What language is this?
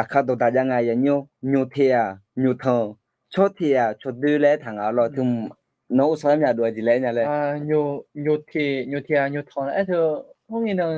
Akha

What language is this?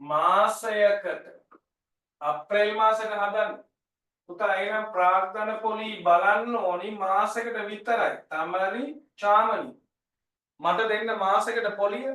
Sinhala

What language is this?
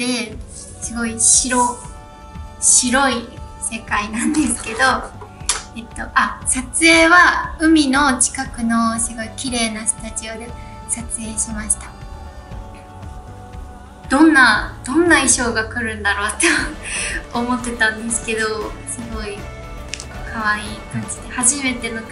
Japanese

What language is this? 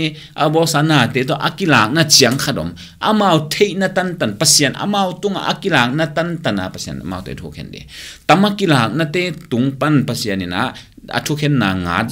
Tedim Chin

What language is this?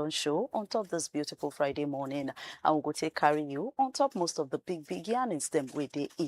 Nigerian Pidgin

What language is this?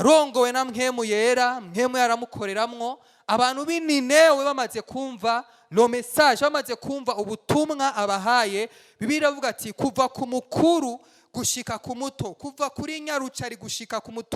Rundi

